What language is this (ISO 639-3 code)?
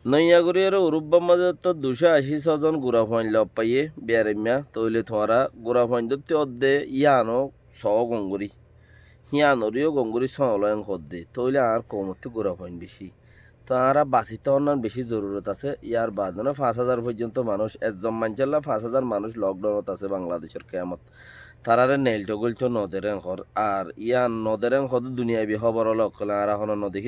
rhg